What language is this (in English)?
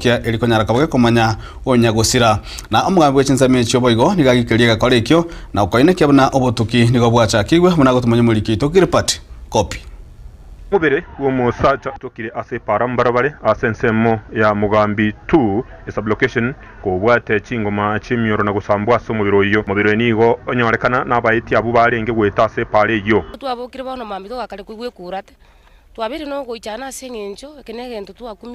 Gusii